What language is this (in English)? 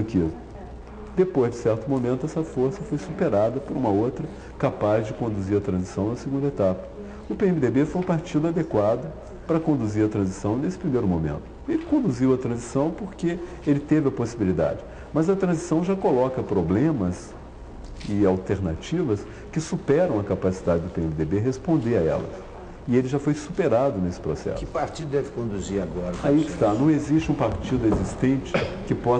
Portuguese